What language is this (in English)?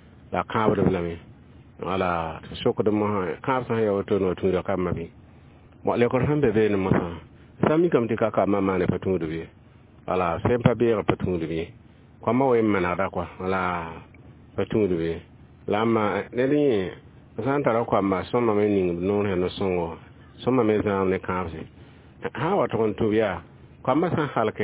Mossi